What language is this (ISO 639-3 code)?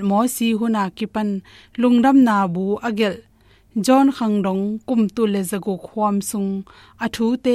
ctd